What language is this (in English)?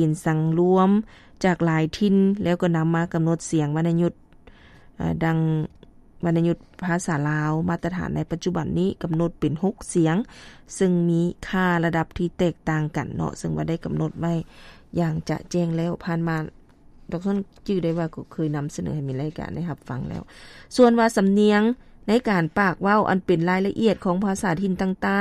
Lao